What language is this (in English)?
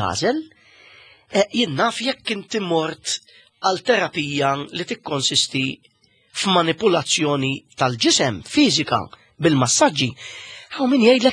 Maltese